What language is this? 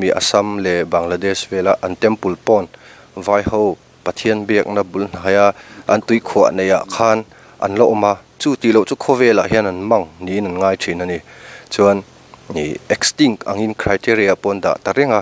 Mizo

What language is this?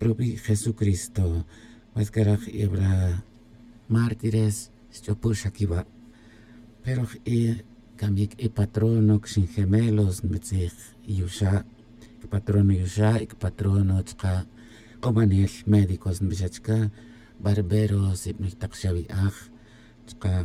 Tz'utujil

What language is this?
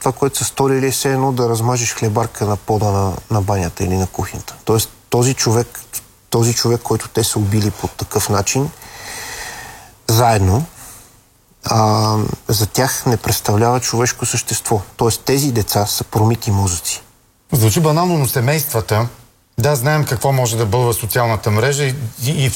Bulgarian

